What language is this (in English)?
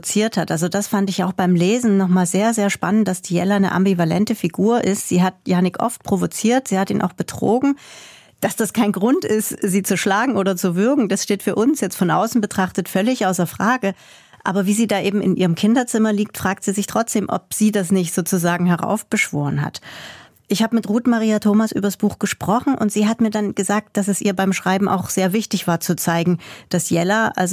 Swiss German